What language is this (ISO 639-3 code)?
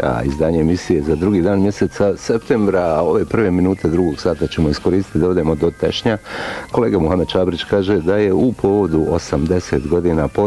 bos